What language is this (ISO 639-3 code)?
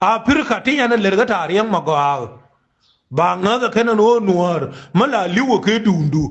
nus